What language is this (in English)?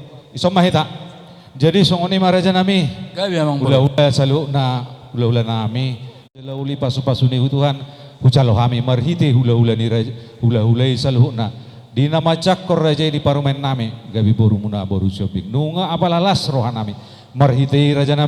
Batak Toba